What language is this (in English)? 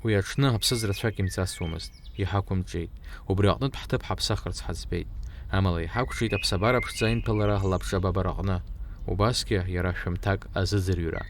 Abkhazian